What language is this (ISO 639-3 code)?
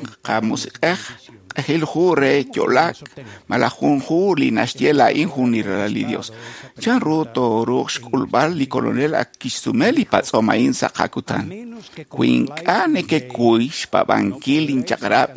kek